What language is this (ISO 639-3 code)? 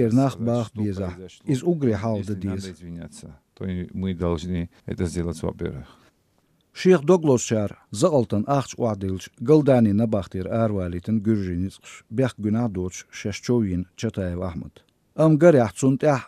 che